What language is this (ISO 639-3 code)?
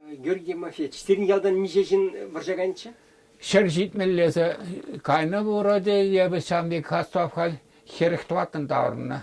chv